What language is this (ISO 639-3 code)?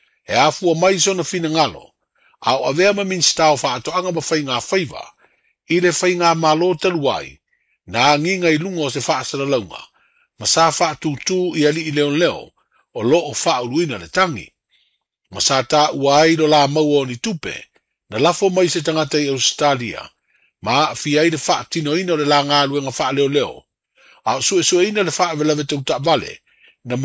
smo